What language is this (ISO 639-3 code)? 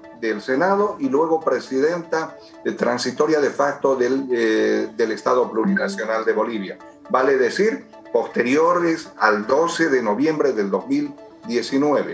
spa